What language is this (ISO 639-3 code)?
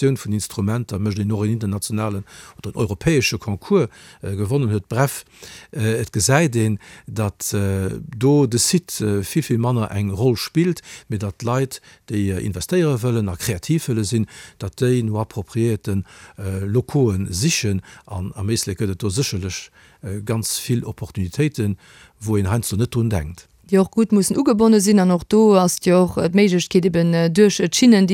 ltz